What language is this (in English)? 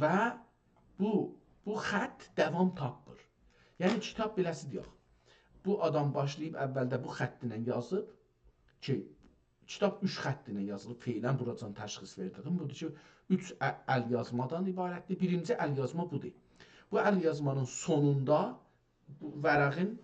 South Azerbaijani